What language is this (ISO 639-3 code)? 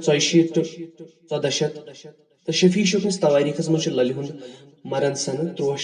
kas